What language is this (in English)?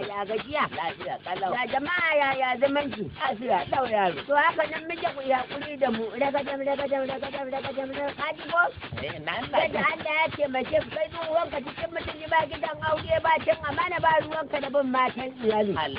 Hausa